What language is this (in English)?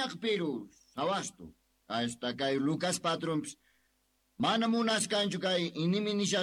South Bolivian Quechua